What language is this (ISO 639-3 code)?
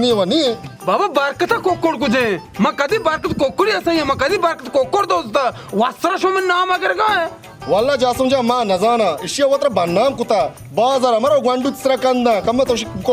bal